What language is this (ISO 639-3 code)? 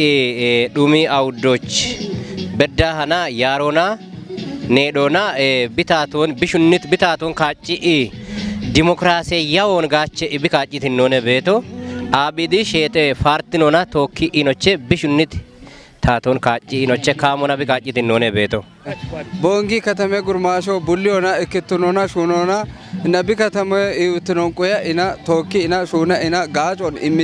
kbr